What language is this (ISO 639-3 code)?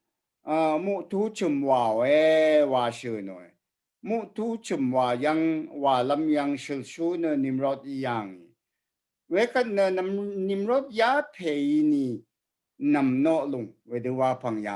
raw